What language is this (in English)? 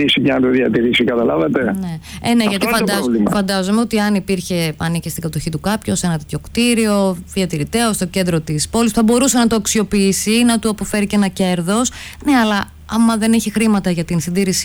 Greek